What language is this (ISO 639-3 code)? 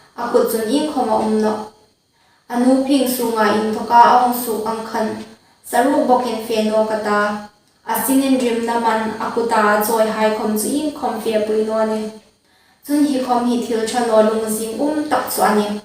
hmr